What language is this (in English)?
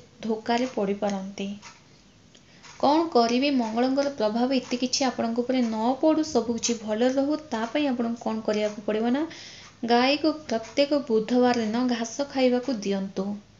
Odia